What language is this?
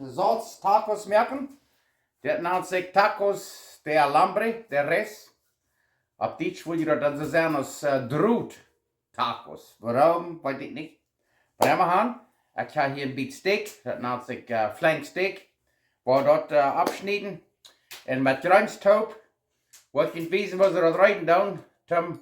Plautdietsch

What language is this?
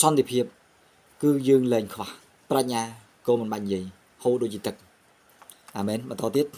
Khmer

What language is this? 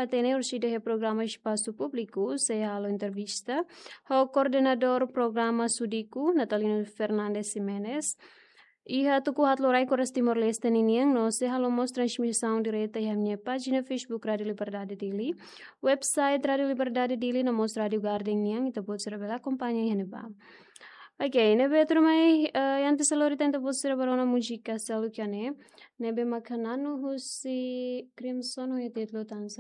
Tetum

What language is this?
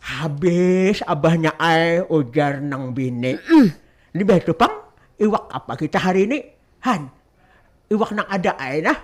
Banjar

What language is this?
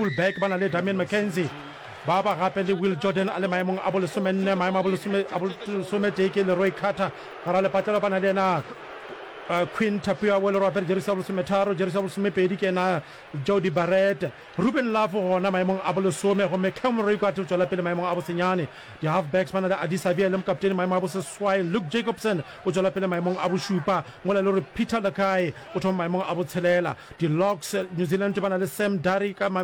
Northern Sotho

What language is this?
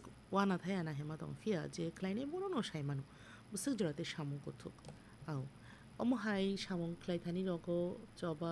Kok Borok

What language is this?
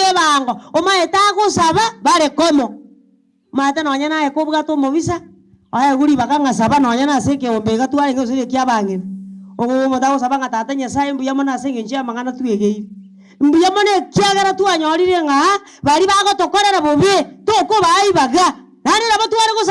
Gusii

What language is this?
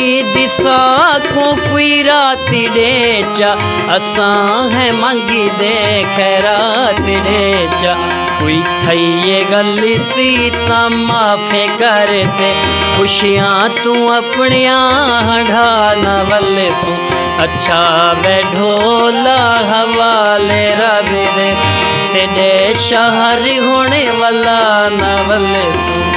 Saraiki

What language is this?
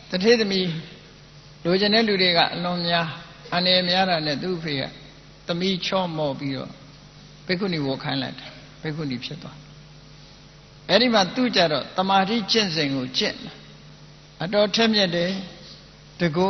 Burmese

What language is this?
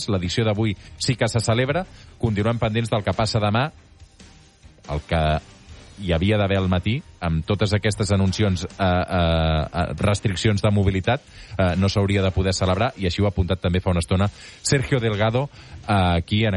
Catalan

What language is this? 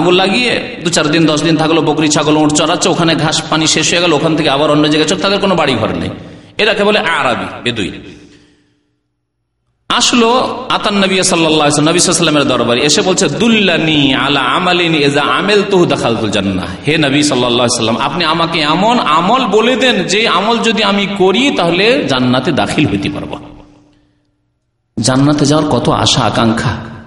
Bangla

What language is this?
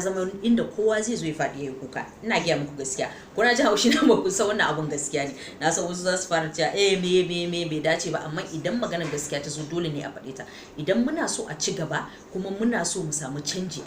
Hausa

